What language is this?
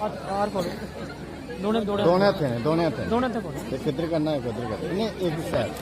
Dogri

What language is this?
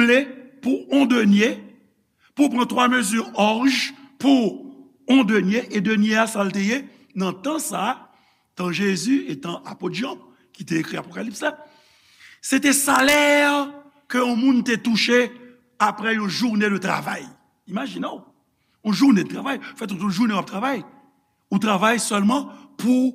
Haitian Creole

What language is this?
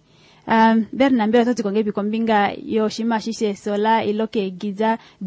Kuanyama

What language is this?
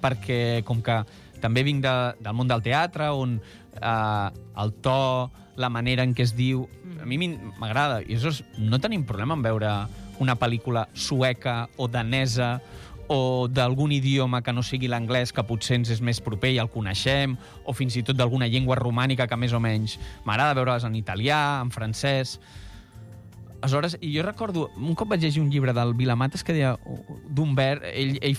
Catalan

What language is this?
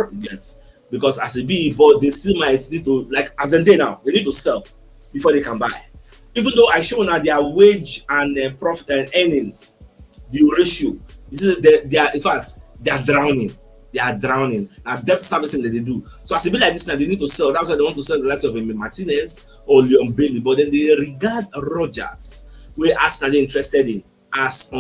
Nigerian Pidgin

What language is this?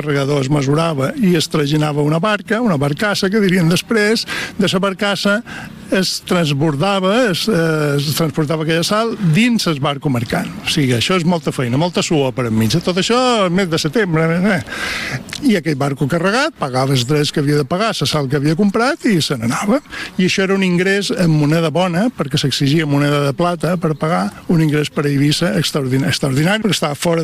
Catalan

